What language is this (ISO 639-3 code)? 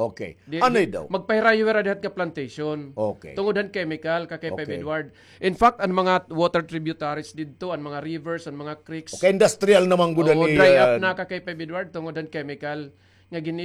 war